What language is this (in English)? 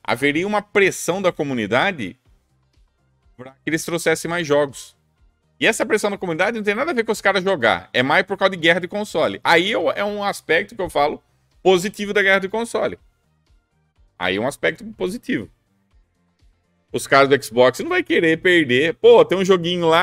Portuguese